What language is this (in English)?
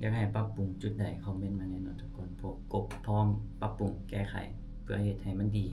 Lao